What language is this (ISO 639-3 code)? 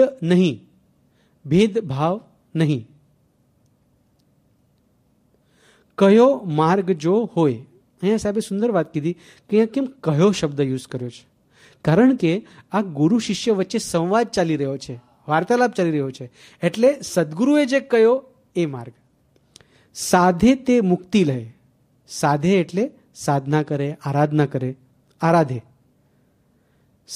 guj